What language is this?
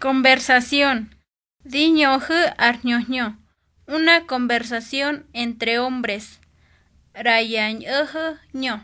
Mezquital Otomi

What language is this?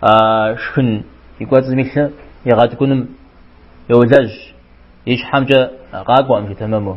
Kabardian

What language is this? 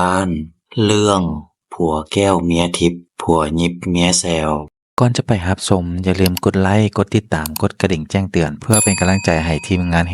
Lao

